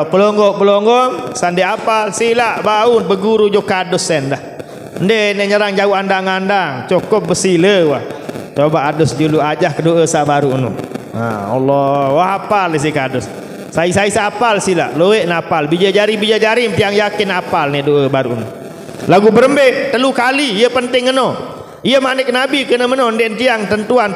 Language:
Sasak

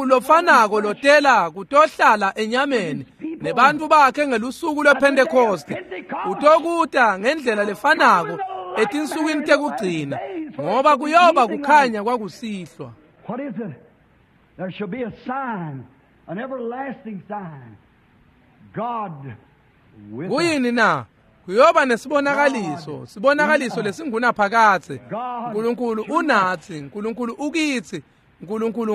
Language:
Swati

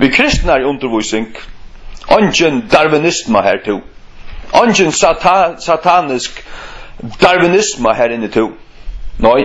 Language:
Faroese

